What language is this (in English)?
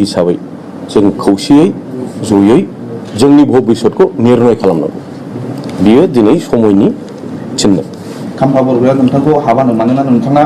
Bodo